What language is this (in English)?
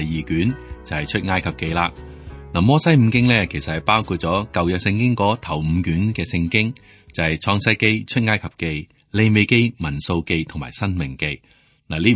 Cantonese